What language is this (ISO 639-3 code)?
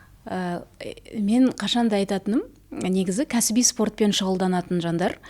kaz